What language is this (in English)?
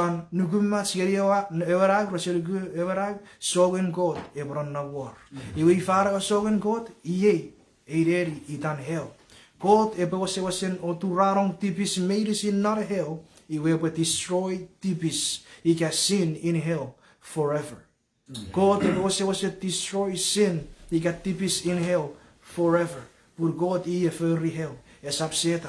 Chuukese